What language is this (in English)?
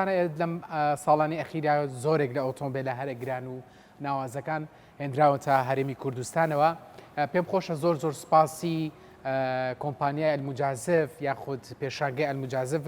Central Kurdish